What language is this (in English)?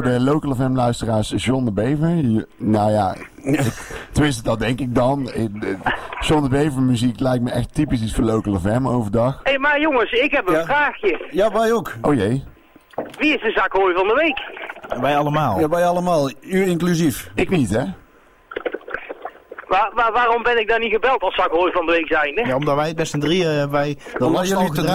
Dutch